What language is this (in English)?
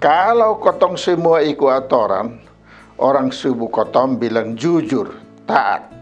Kupang Malay